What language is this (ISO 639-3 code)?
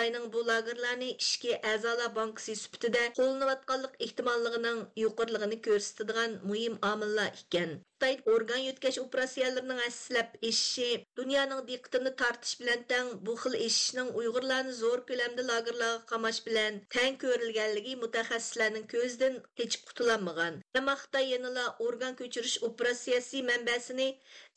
uig